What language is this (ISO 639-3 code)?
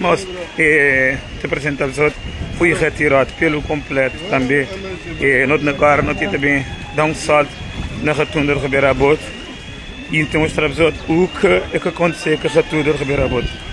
kea